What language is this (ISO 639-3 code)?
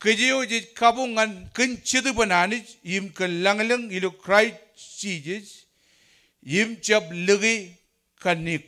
mah